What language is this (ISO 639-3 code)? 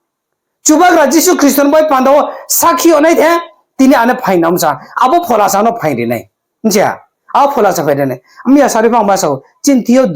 ria